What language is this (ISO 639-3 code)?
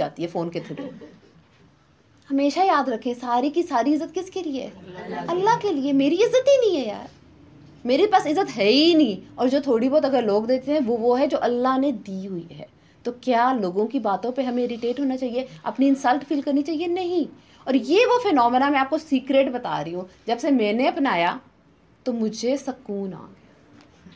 urd